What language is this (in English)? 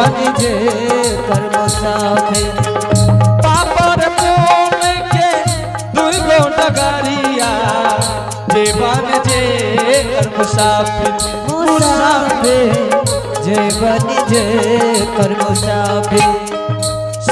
Angika